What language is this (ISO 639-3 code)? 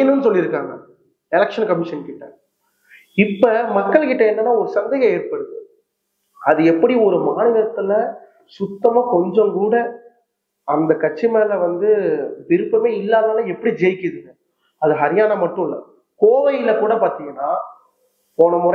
tam